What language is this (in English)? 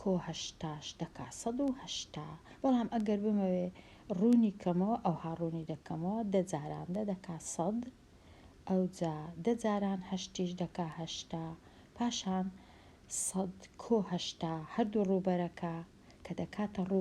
Central Kurdish